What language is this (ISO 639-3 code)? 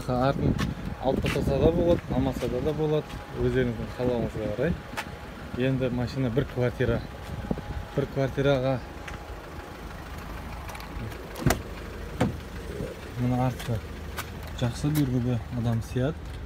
kaz